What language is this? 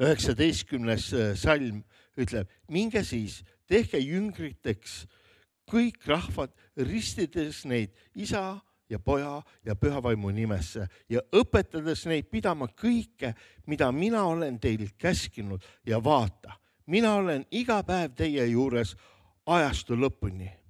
Estonian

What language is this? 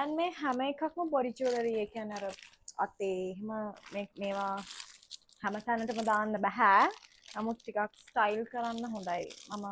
Sinhala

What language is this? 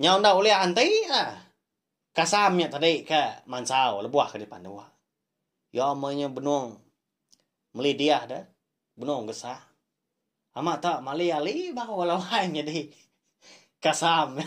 Iban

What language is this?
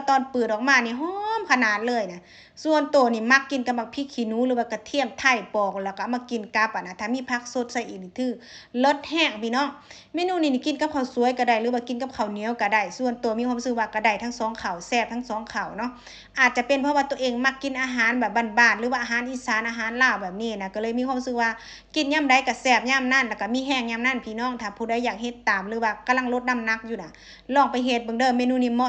Lao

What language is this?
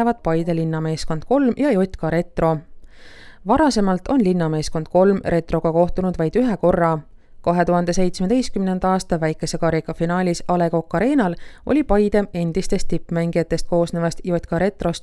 Estonian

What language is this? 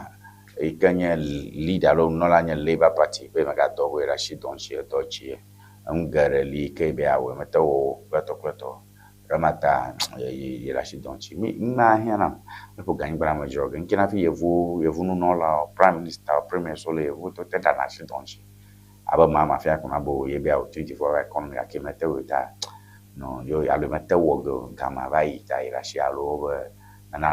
Ewe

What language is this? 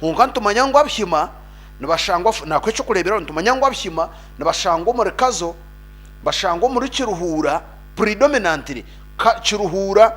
Nyankole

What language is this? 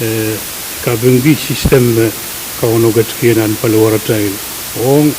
Pohnpeian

